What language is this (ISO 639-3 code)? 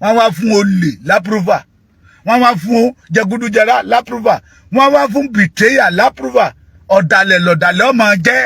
yor